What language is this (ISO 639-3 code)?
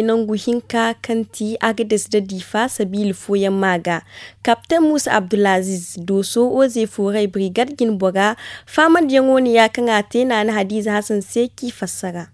dje